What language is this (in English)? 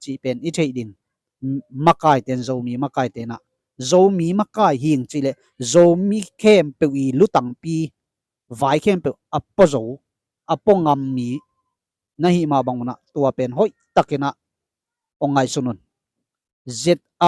Tedim Chin